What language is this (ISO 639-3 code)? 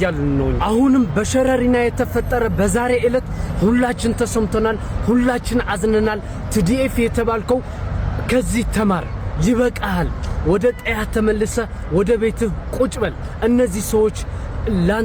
amh